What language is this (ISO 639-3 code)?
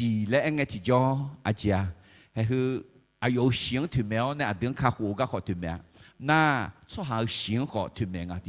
ahk